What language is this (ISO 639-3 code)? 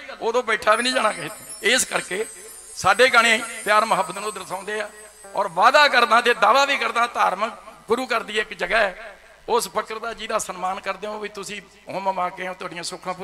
pan